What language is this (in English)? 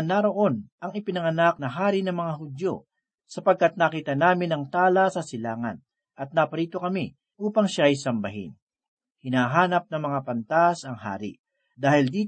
Filipino